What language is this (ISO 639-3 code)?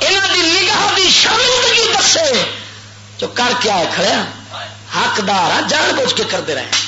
lah